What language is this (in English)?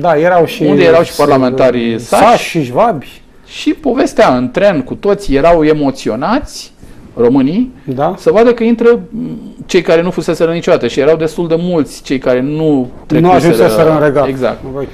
Romanian